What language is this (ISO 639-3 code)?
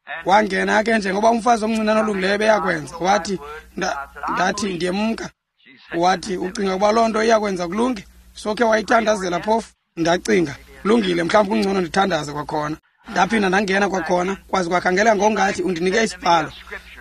xho